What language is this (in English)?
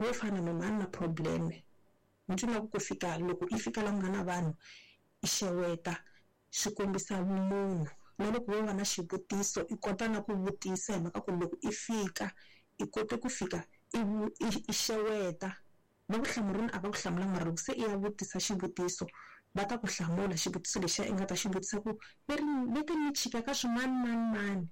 Tsonga